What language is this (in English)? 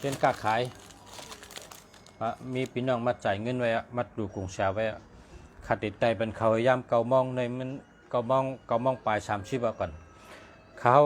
Shan